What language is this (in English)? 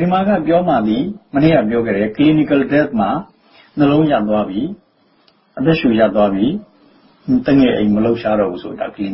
Burmese